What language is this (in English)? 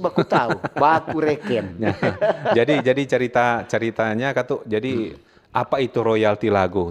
Manado Malay